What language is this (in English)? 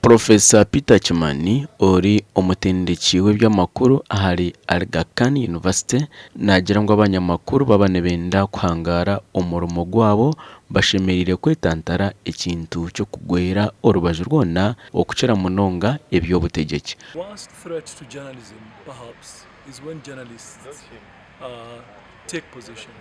Nyankole